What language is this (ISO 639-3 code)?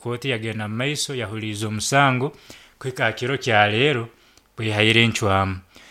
nyn